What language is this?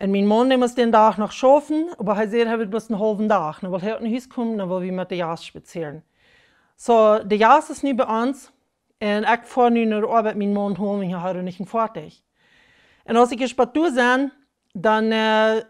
Plautdietsch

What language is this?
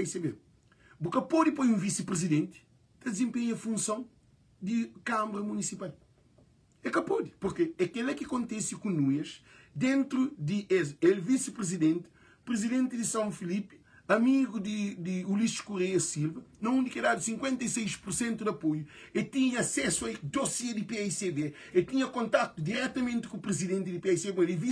Kabuverdianu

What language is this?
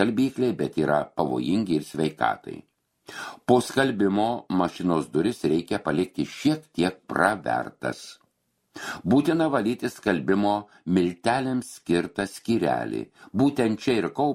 Lithuanian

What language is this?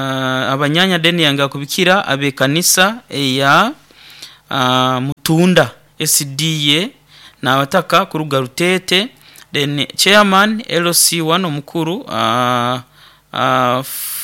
Nyoro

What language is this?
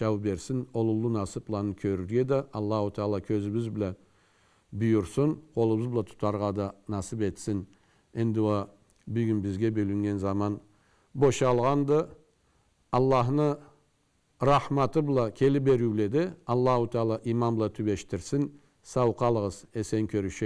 Karachay-Balkar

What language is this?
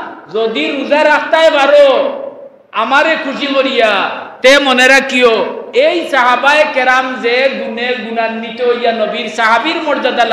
Sylheti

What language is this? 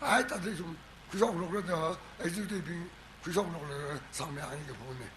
Tangkhul Naga (India)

